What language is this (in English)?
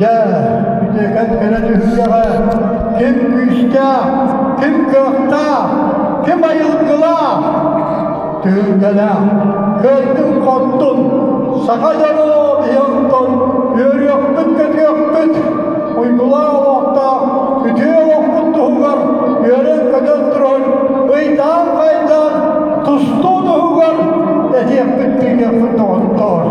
Yakut